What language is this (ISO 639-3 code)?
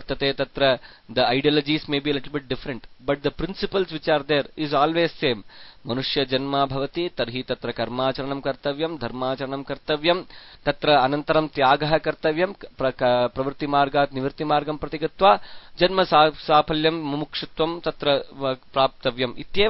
san